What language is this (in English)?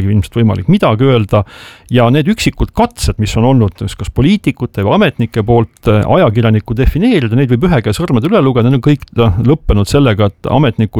Estonian